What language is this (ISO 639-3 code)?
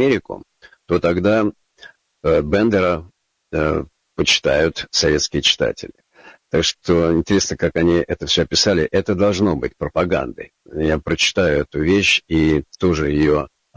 rus